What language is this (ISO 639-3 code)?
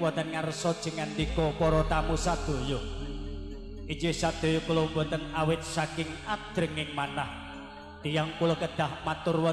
jav